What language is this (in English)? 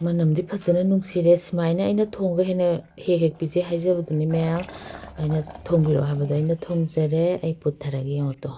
Manipuri